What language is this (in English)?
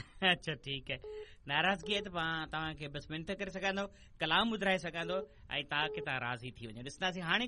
Sindhi